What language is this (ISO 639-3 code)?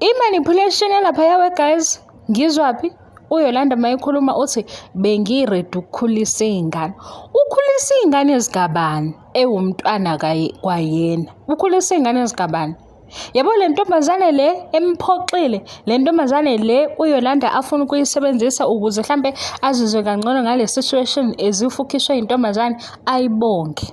zul